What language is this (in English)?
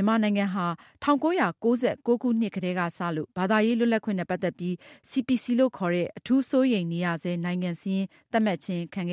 Burmese